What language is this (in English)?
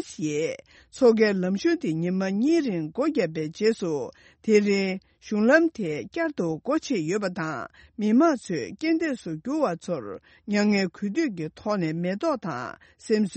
Tibetan